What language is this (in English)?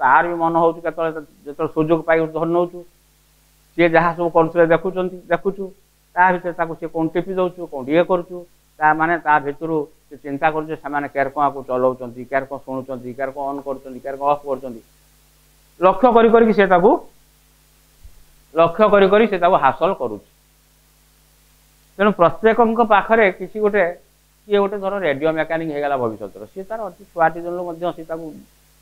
Odia